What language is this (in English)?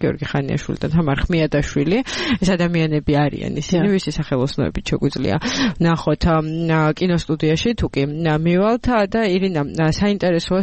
Georgian